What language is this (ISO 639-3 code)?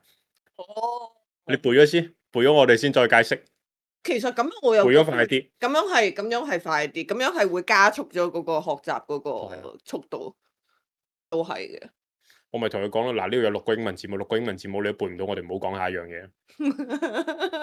yue